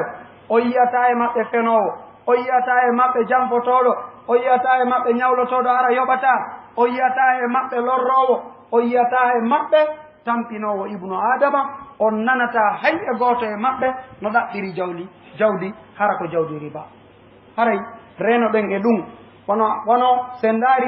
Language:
Fula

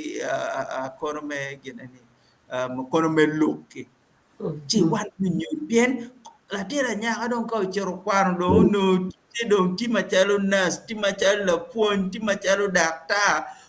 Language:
Acoli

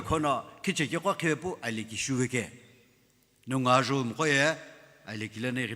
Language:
Sumi Naga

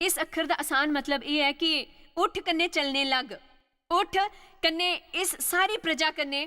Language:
Dogri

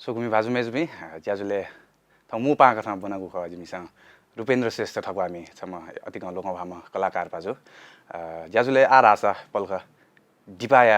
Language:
Newari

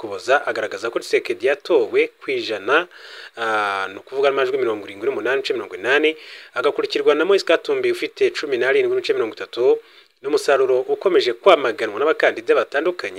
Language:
Kinyarwanda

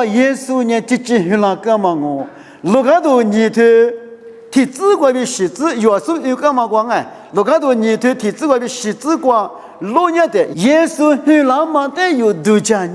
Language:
Lisu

